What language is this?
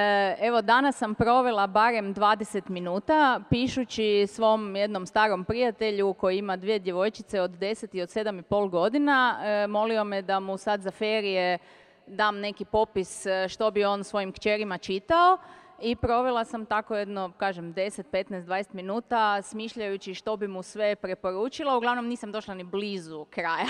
Croatian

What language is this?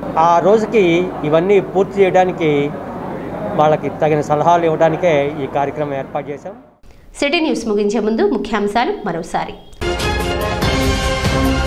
Telugu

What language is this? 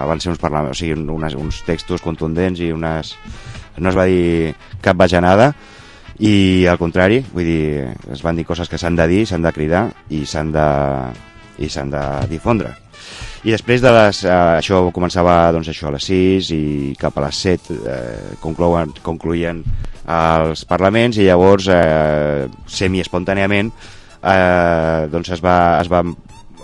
Catalan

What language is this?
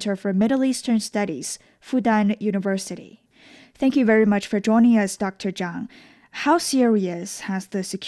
English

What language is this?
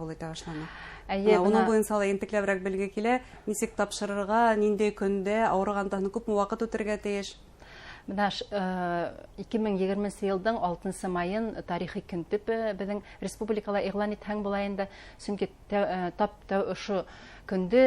Bashkir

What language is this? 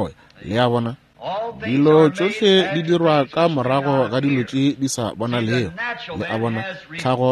Northern Sotho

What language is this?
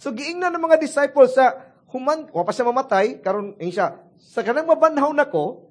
Cebuano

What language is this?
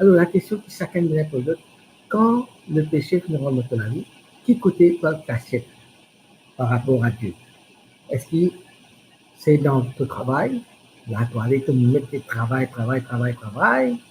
Morisyen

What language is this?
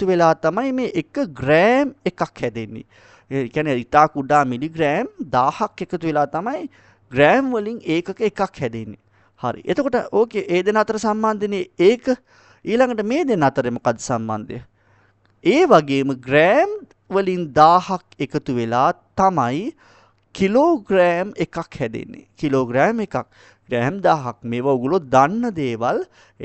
Sinhala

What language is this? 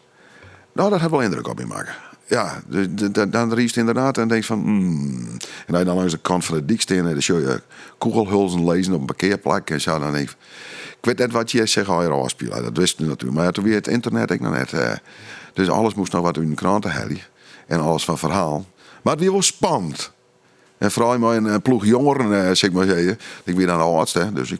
Western Frisian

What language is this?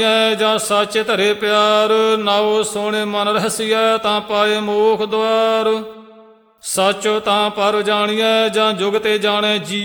Punjabi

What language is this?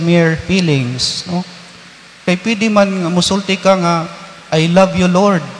Cebuano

